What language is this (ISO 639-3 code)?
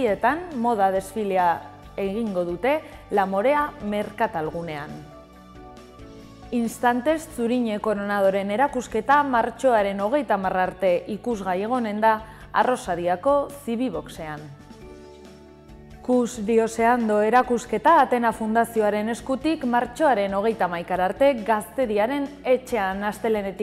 eus